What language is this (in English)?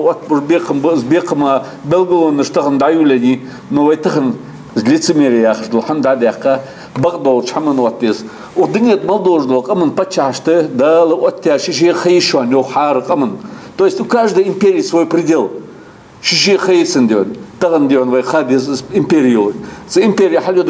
Ingush